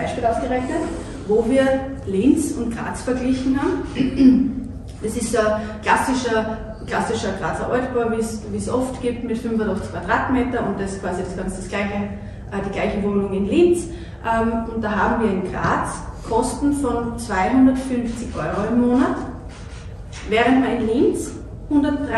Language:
German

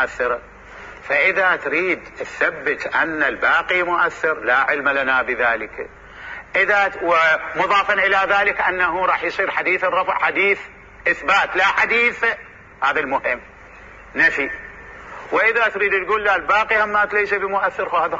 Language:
Mesopotamian Arabic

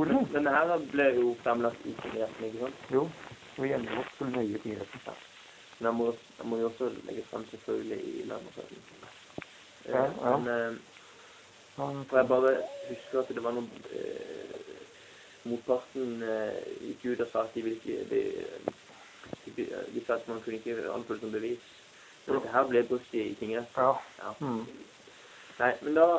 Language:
Norwegian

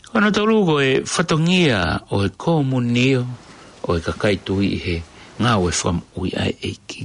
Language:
Tongan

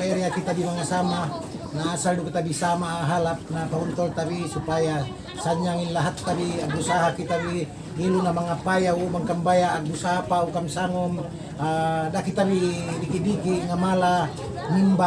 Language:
Yakan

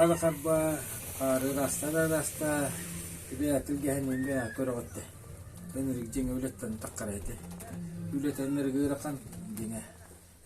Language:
Yakut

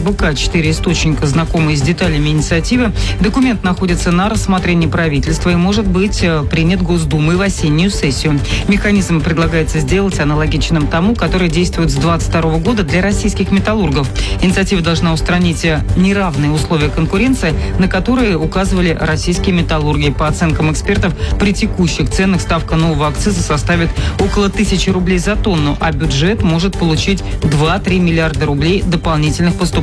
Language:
Russian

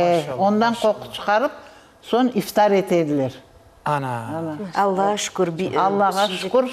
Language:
Crimean Tatar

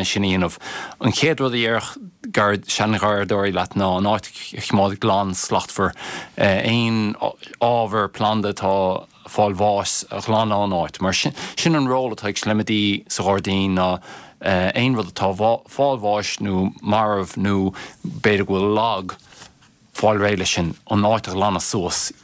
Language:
Irish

